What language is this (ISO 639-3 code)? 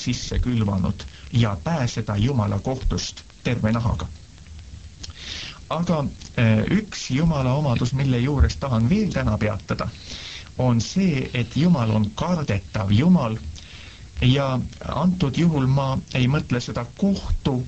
est